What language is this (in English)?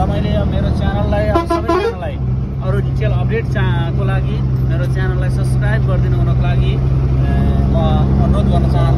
Nepali